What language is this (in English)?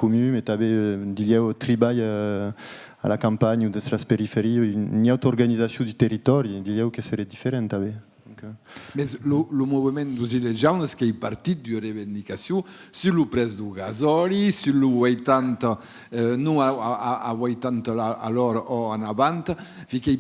Occitan